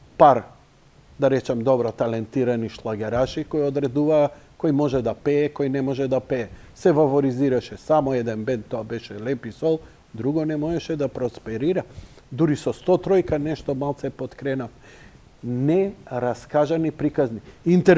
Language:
Macedonian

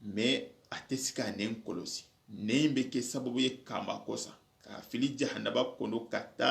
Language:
Soninke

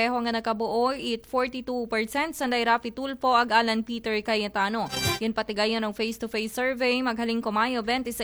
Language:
Aklanon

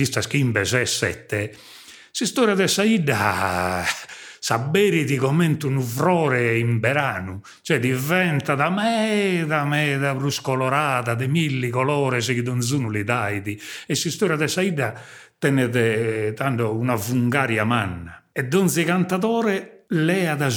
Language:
Sardinian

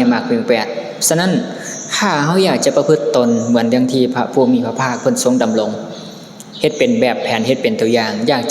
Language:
Lao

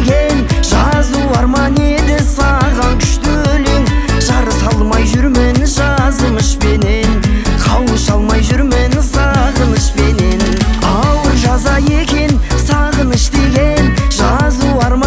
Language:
Kazakh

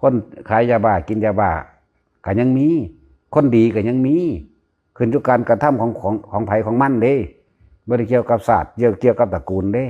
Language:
Northeastern Thai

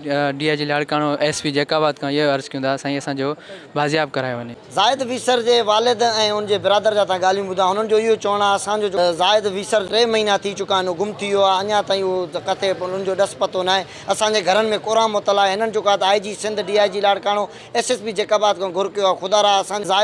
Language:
Sindhi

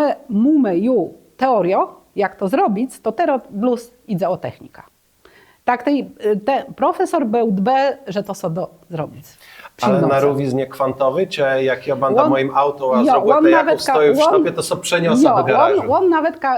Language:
Kashubian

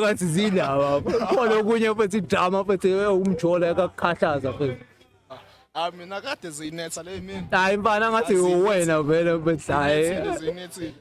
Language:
Zulu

